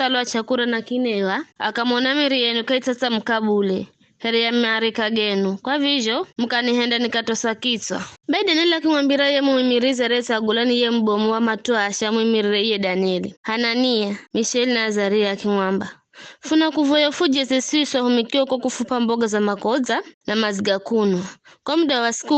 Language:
Giryama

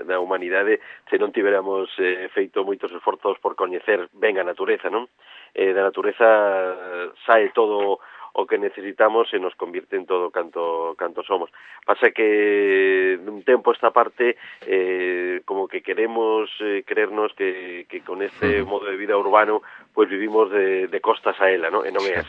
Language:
Galician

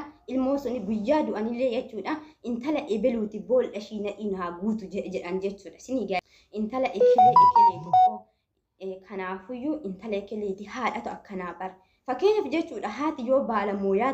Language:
Oromo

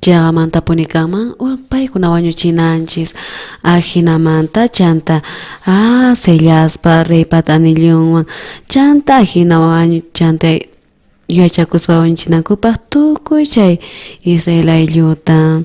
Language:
South Bolivian Quechua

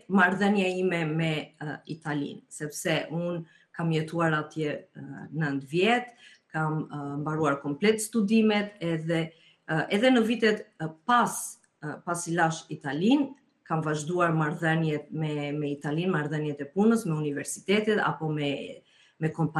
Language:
Albanian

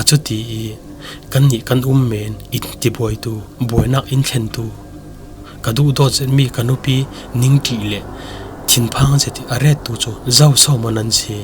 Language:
Falam Chin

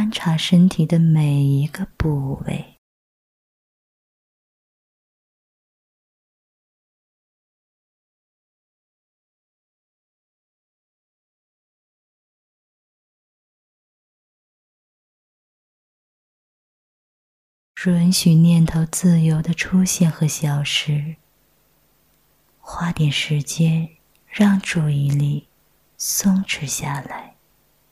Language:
Chinese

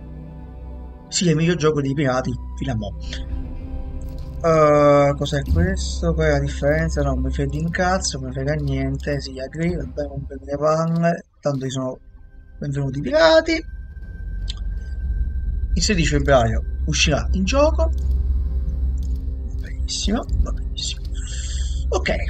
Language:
Italian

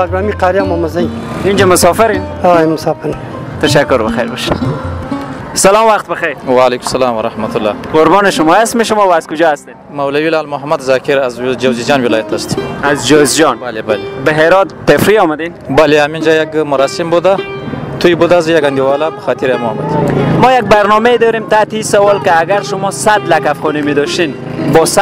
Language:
Persian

